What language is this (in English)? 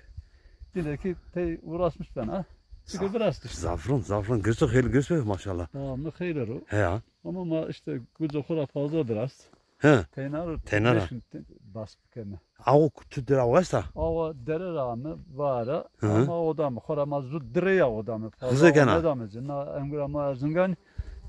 Zaza